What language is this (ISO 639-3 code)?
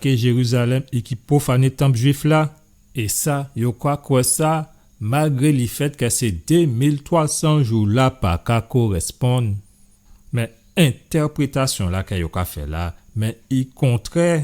gcf